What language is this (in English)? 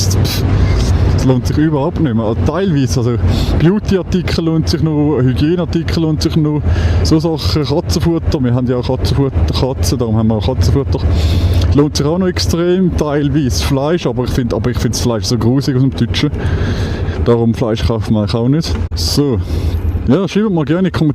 Swiss German